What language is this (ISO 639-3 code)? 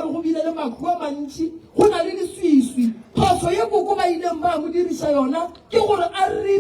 nso